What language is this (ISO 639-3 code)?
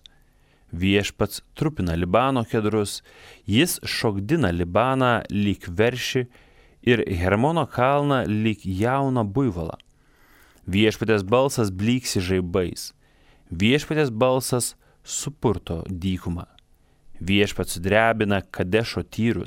lit